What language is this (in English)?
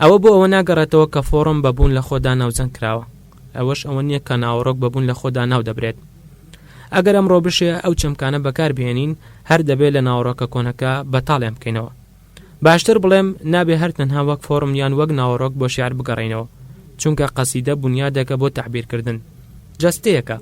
Central Kurdish